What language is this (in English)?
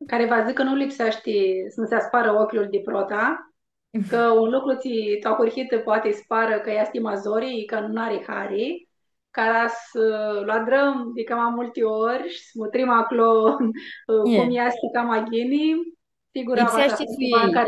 Aromanian